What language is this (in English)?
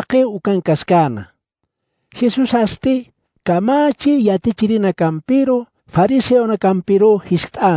Aymara